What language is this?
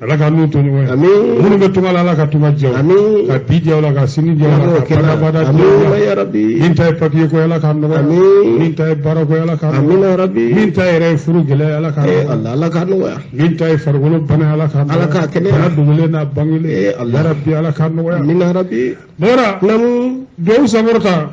Bambara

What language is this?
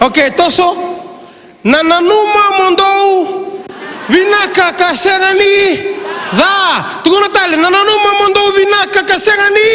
Fijian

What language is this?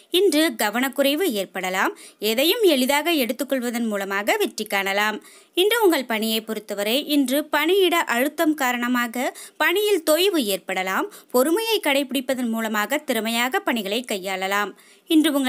Tamil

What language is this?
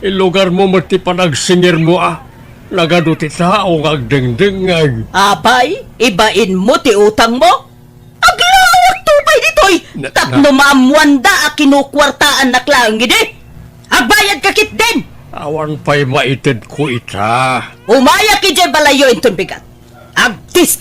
Iloko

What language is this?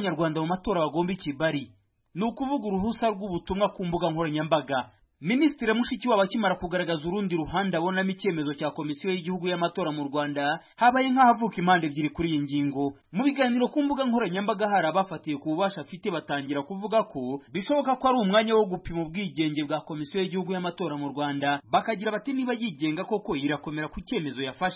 Kinyarwanda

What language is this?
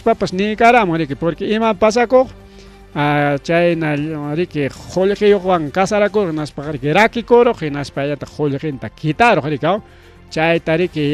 Ayacucho Quechua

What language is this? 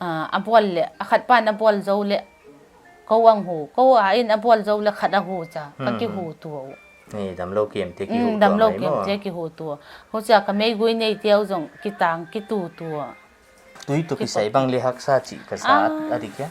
Paite Chin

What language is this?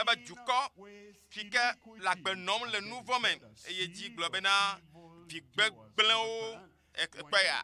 Ewe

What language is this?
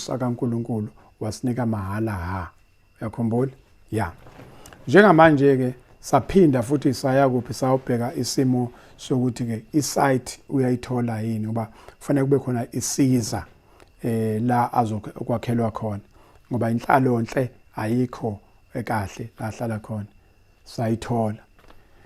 Zulu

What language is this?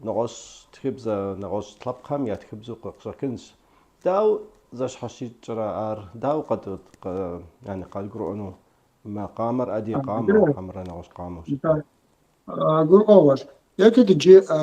Kabardian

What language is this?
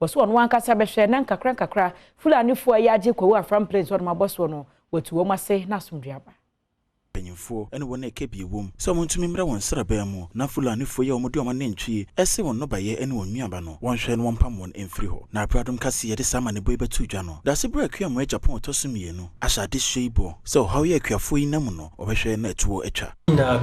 Akan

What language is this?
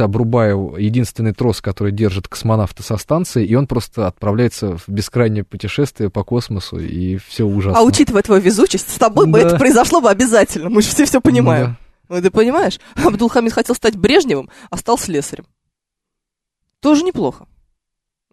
Russian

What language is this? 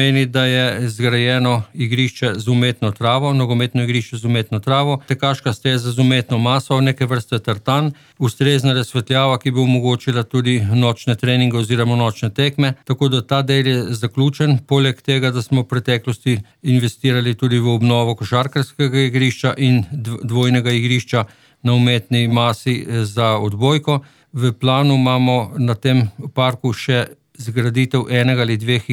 Slovenian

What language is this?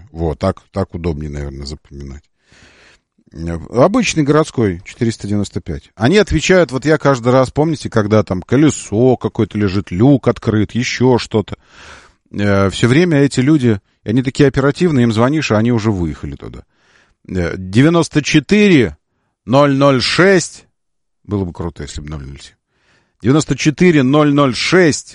Russian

